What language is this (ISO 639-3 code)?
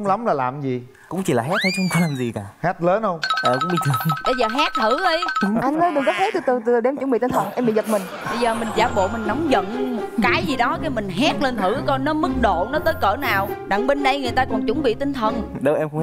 vie